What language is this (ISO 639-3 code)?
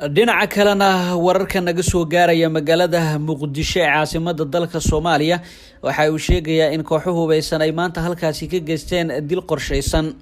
som